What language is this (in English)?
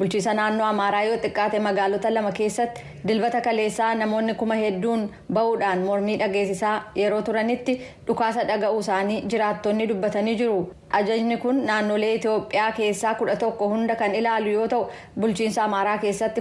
Oromo